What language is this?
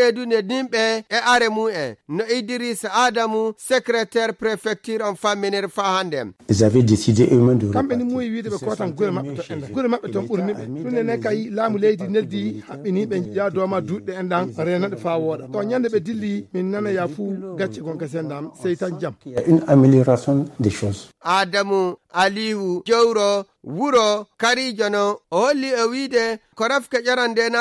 Nigerian Fulfulde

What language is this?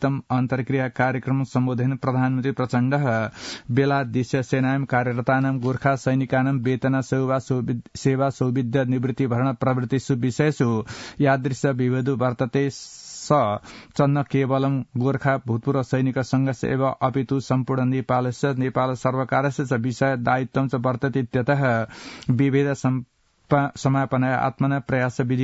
Sanskrit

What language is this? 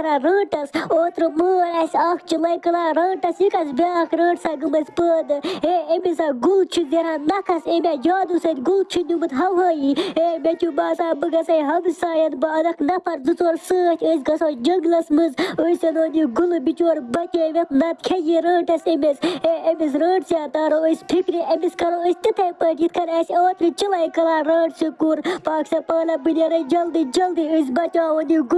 Kashmiri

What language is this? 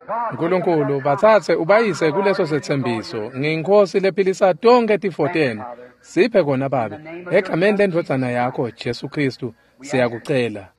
Swati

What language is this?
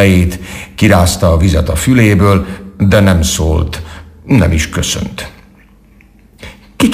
Hungarian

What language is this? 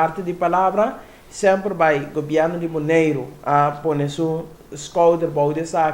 Papiamento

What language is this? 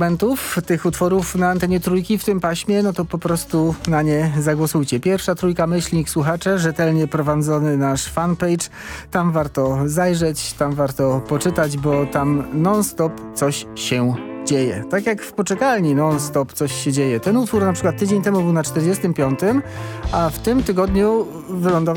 Polish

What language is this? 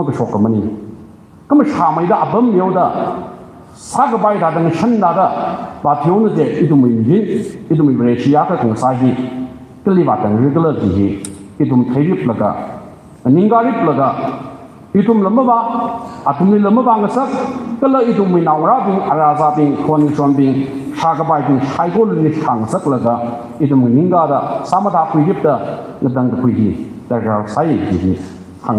Tangkhul Naga (India)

